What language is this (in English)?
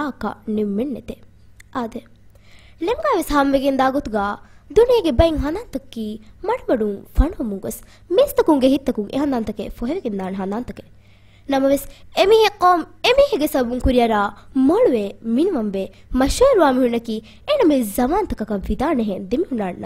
Divehi